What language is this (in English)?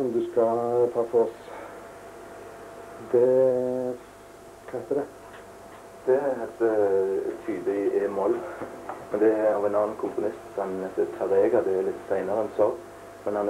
Norwegian